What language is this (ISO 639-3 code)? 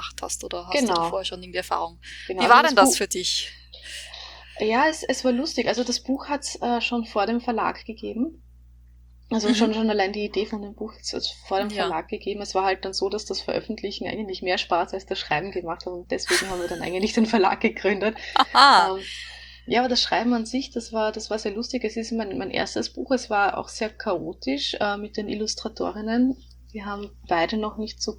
deu